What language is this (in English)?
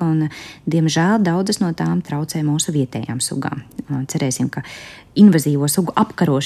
Latvian